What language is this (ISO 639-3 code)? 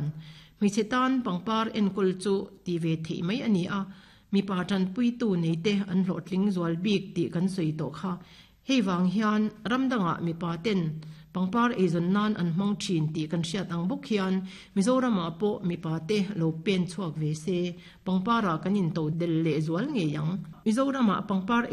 lus